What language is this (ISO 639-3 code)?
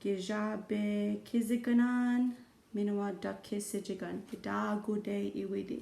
ciw